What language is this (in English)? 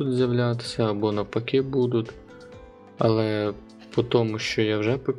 Ukrainian